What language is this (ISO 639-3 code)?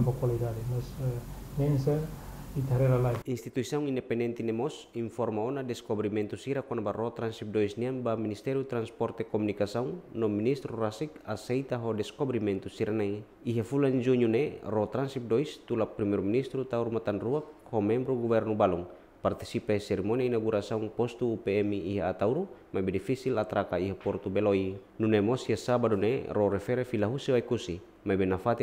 tet